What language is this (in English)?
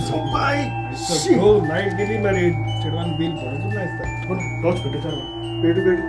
Konkani